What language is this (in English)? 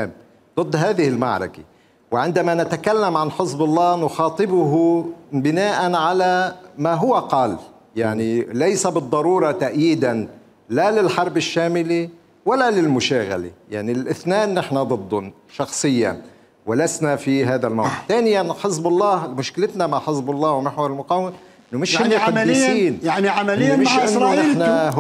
Mesopotamian Arabic